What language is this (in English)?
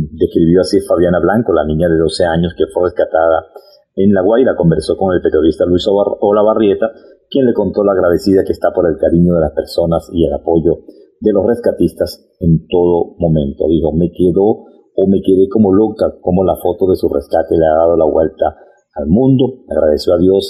Spanish